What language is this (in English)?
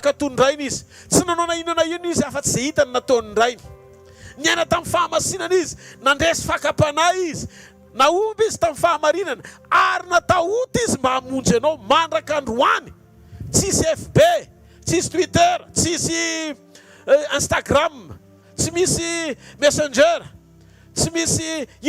Malagasy